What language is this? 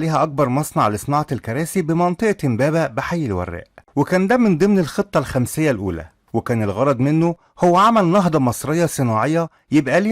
Egyptian Arabic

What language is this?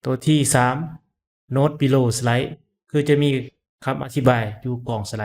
Lao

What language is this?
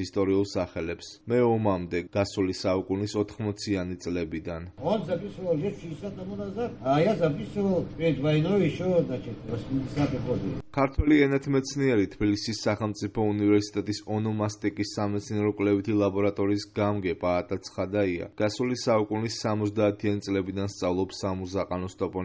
Georgian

